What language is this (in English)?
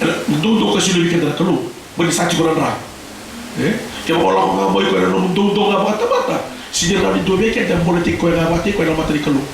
Fijian